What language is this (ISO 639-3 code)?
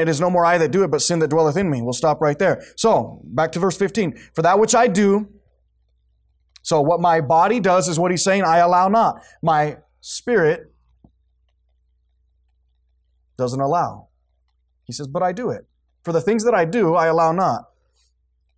eng